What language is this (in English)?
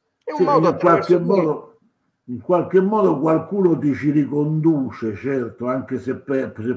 Italian